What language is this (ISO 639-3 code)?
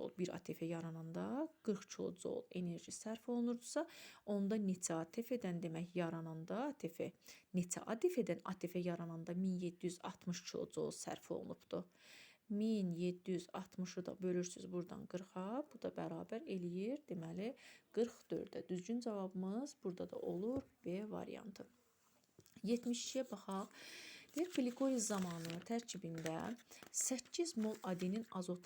aze